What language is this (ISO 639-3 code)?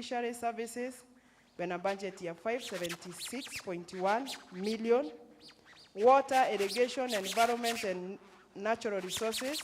mer